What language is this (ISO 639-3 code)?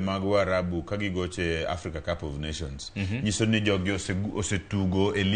luo